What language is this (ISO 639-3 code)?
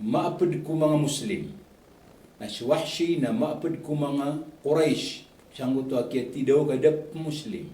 mrw